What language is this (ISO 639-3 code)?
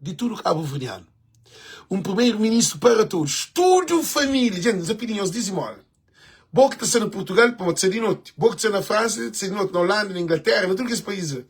kea